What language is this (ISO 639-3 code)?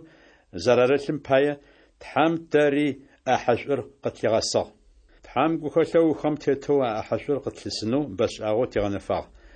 ady